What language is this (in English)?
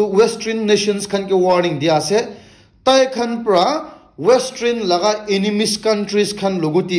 Naga Pidgin